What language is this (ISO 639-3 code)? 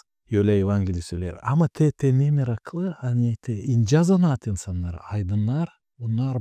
gag